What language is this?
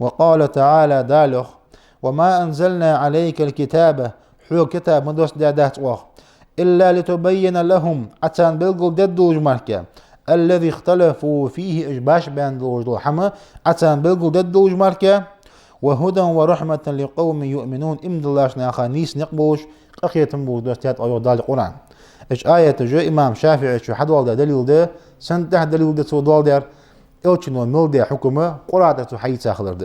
Ingush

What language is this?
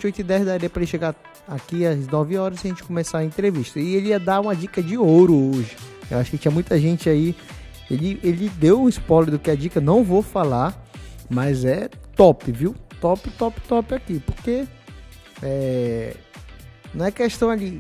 Portuguese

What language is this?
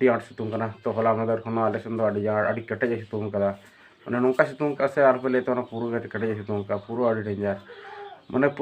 Santali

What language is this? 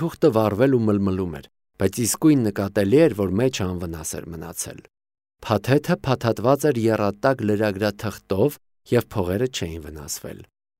Armenian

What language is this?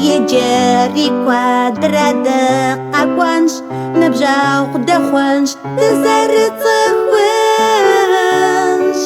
Kabardian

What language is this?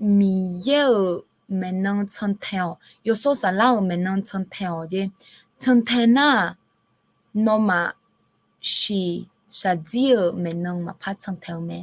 Akha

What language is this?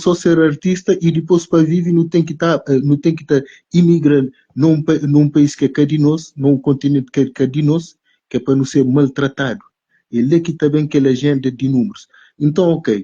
Kabuverdianu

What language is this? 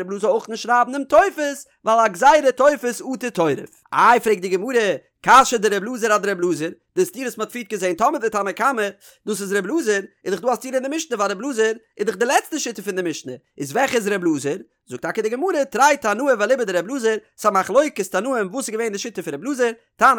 Yiddish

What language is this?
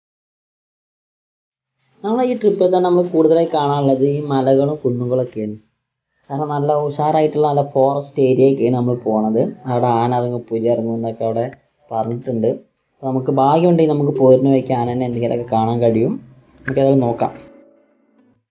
Malayalam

